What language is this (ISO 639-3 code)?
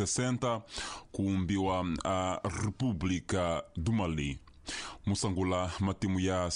tso